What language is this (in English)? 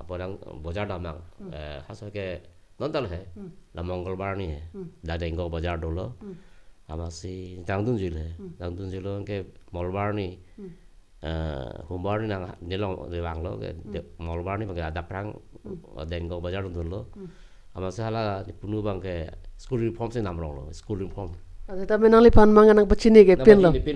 Karbi